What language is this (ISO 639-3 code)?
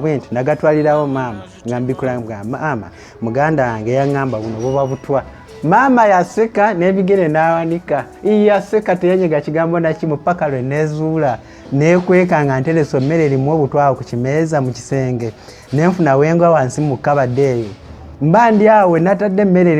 lug